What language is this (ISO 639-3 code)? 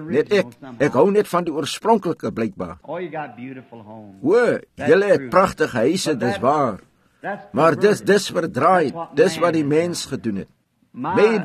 afr